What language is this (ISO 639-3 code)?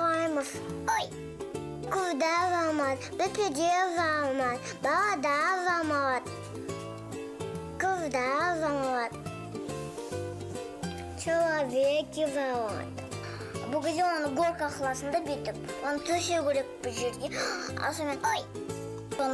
kaz